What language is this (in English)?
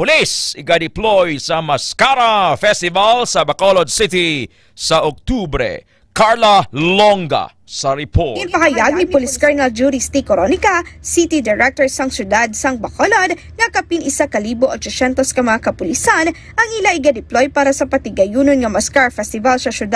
Hiligaynon